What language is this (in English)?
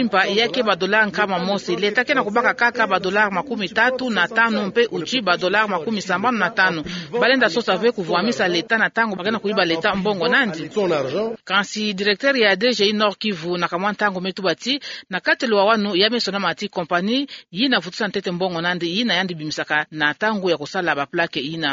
Kituba (Democratic Republic of Congo)